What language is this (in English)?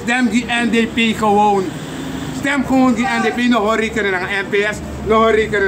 Sranan Tongo